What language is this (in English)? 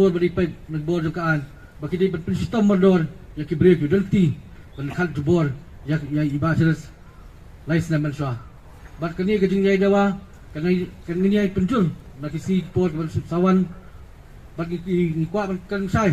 Khasi